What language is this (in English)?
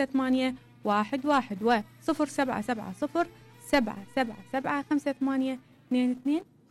Mesopotamian Arabic